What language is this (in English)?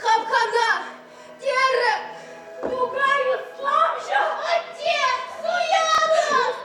Chuvash